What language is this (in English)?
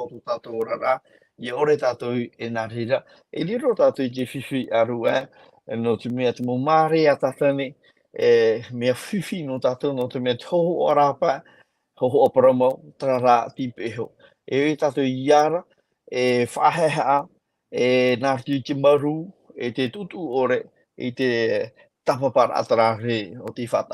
Tahitian